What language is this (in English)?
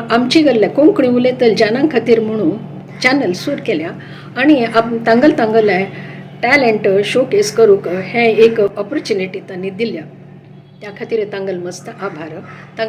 Konkani